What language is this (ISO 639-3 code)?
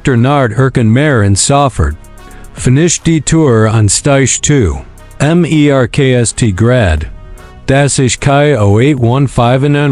gsw